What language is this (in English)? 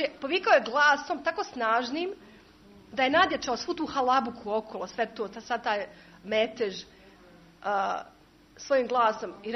Serbian